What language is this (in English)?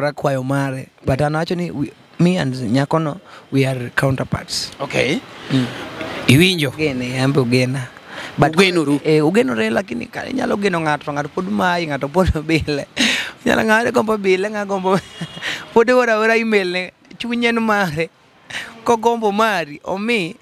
Luo (Kenya and Tanzania)